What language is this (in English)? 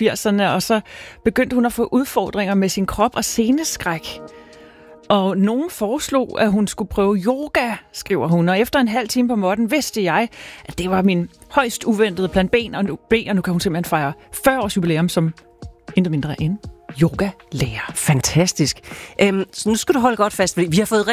Danish